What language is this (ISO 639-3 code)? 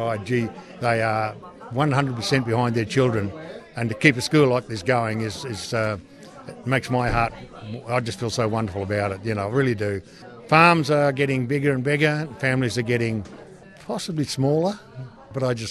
eng